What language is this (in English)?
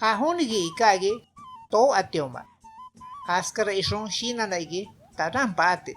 Shipibo-Conibo